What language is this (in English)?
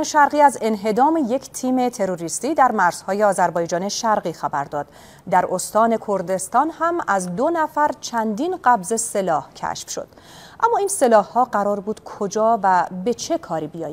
Persian